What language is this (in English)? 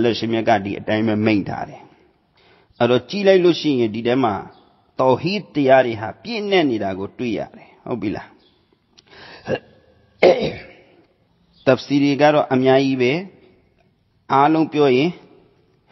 Burmese